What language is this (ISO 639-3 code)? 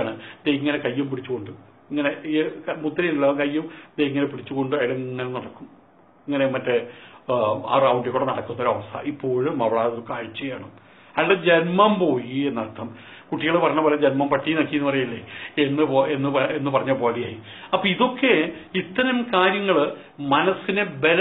mal